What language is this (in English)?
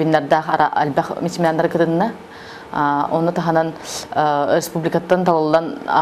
Yakut